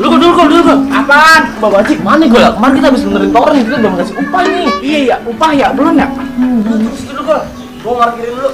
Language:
Betawi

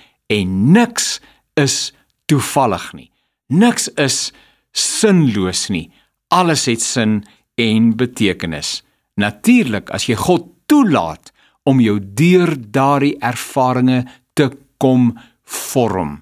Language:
Afrikaans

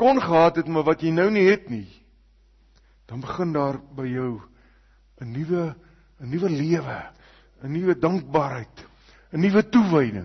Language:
Afrikaans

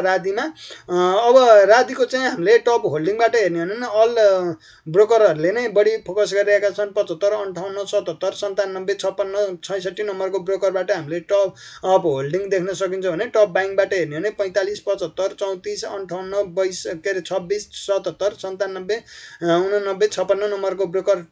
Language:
Nepali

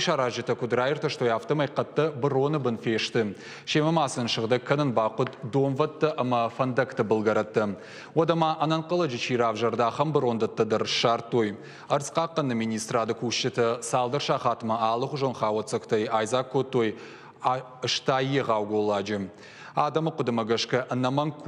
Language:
Ossetic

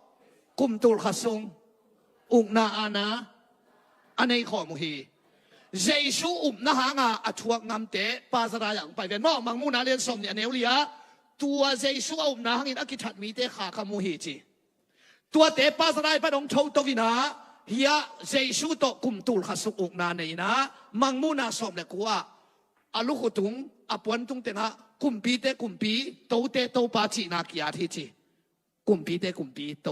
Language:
Tedim Chin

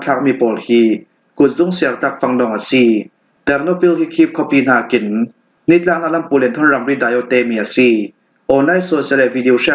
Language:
Falam Chin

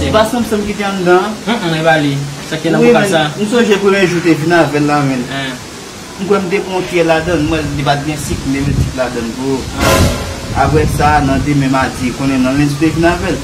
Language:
Haitian Creole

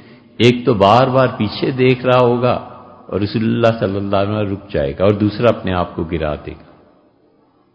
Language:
Urdu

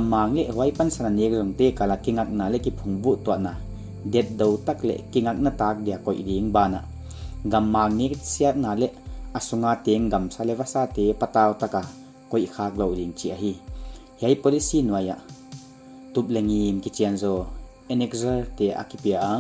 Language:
Paite Chin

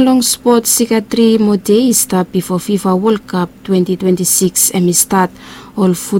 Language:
Bislama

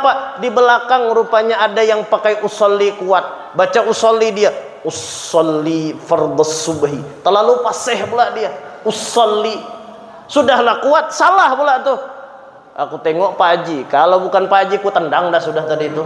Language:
Banjar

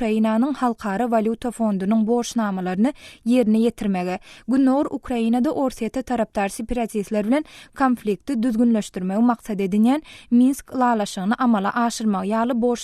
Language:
Turkmen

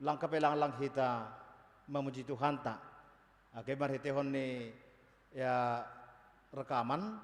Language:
Batak Simalungun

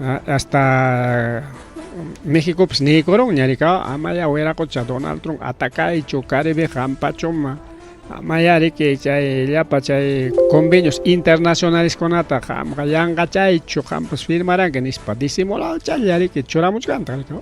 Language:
Ayacucho Quechua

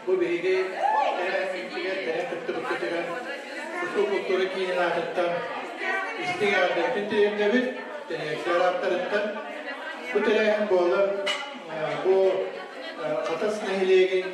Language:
Yakut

